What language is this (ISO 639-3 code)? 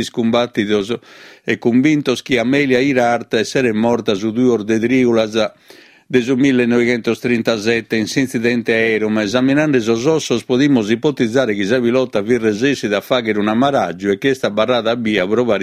srd